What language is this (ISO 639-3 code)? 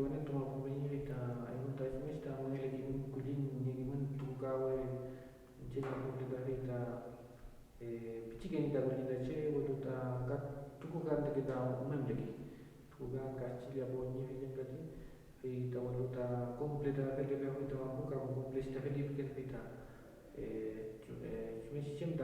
arn